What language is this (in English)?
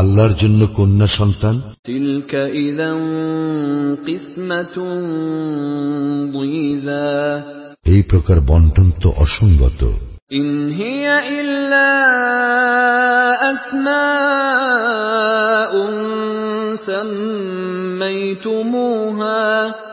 Bangla